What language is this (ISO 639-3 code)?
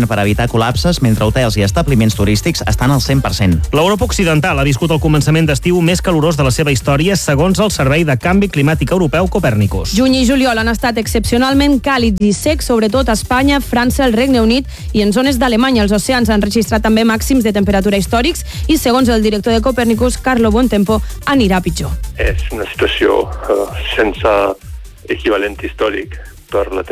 cat